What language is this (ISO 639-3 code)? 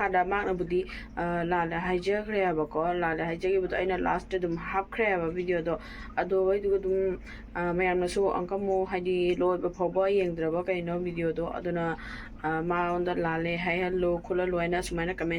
mni